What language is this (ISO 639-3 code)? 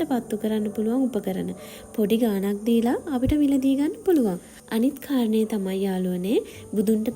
sin